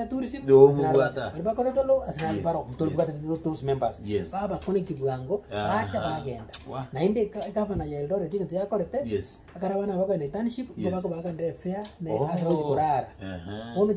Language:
Gusii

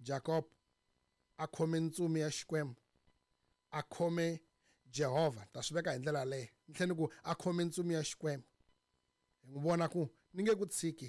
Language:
Tsonga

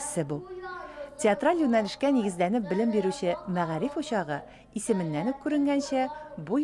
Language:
Tatar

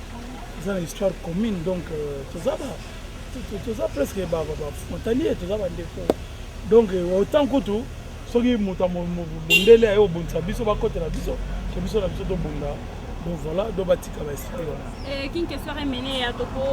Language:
Lingala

